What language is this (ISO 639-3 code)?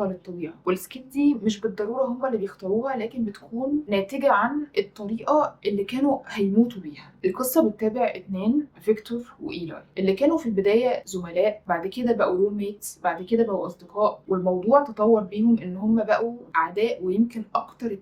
arz